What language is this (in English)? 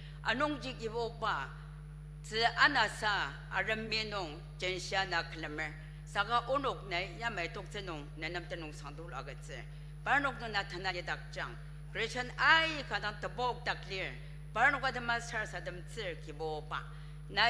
Ao Naga